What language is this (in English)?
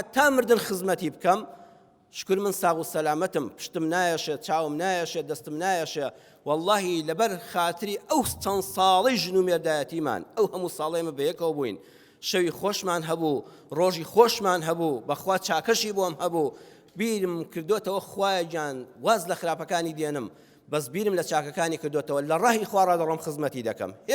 Central Kurdish